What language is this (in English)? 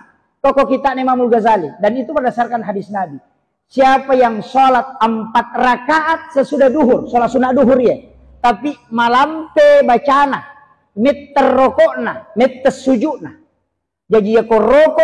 Buginese